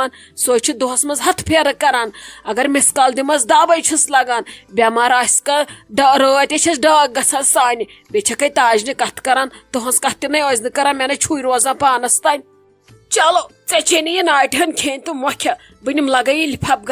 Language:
Kashmiri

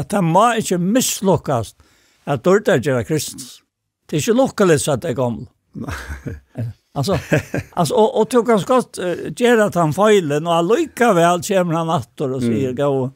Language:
Faroese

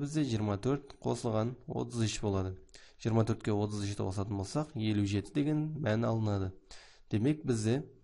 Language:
Kazakh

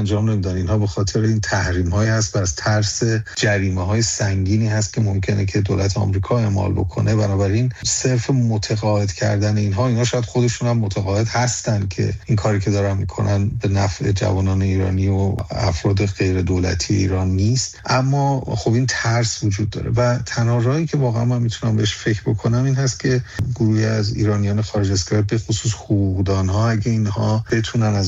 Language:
Persian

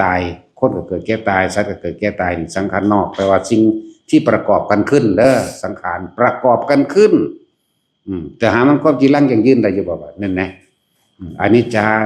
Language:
Northeastern Thai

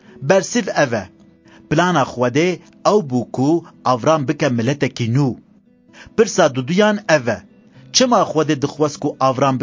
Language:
Kurdish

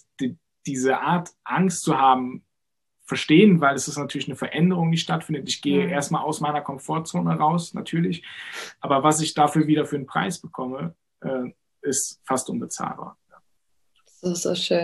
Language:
German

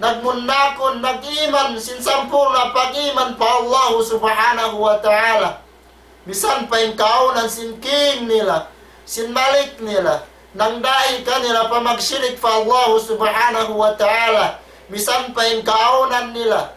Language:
Tausug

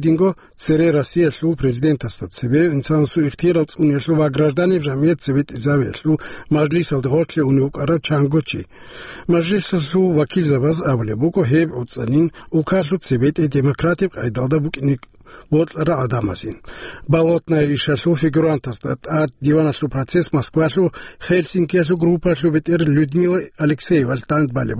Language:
Avaric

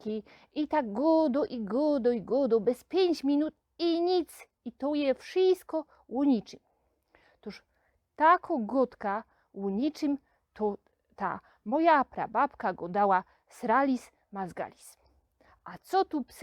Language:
Silesian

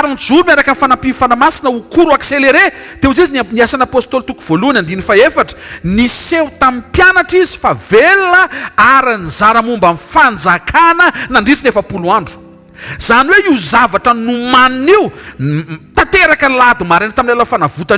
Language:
Malagasy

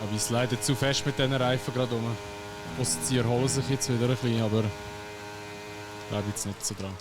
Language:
Swiss German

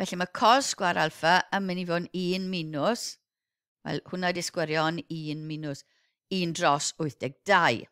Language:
Welsh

